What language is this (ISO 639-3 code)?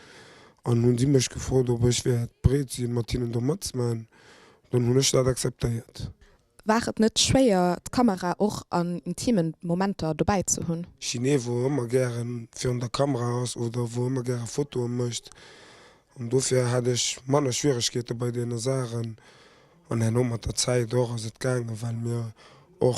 ltz